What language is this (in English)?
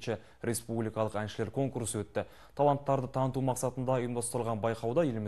Kazakh